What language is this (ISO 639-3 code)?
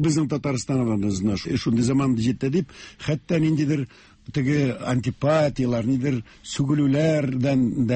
tat